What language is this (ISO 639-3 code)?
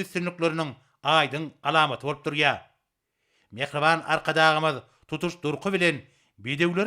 tuk